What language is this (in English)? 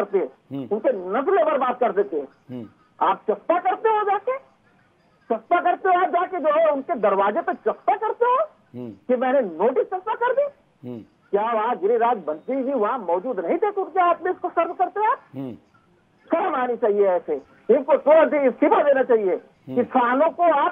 Hindi